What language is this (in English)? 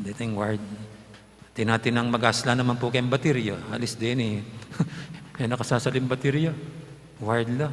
Pampanga